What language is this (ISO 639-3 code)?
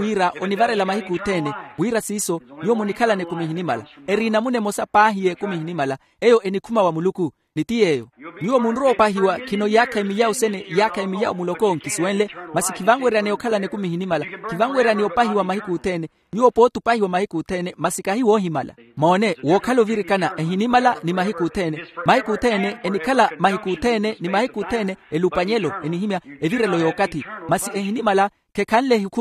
vmw